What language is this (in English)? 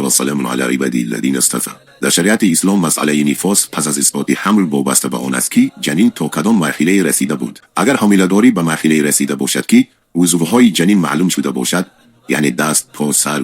Tajik